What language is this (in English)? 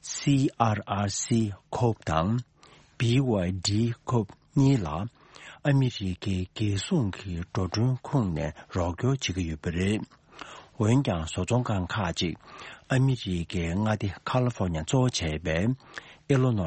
Tibetan